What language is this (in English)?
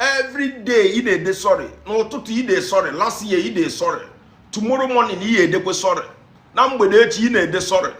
Igbo